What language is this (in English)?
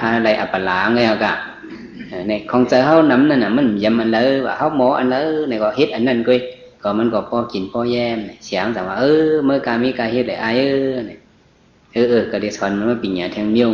Shan